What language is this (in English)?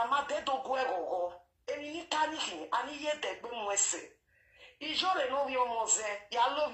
Nigerian Pidgin